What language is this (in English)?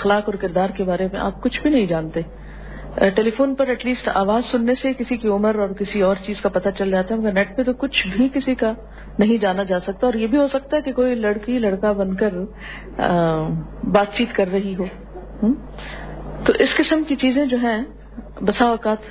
Urdu